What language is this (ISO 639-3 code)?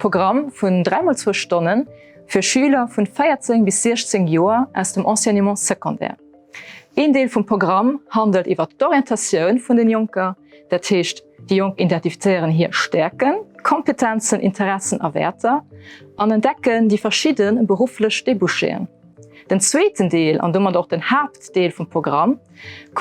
ltz